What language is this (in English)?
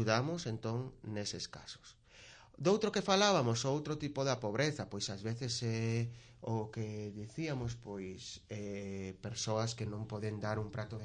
Galician